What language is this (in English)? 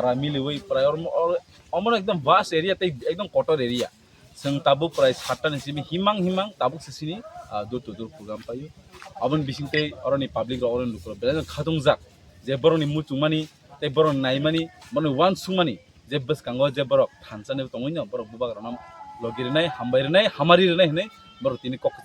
Kok Borok